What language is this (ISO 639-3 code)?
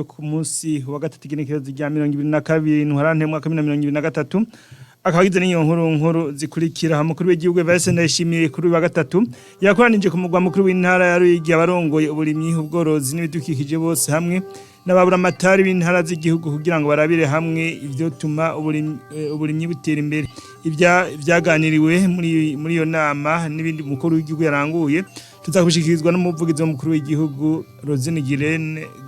run